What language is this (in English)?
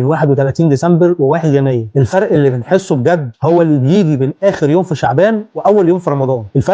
Egyptian Arabic